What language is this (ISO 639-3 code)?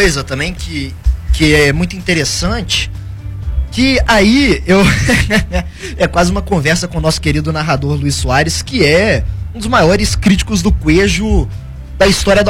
por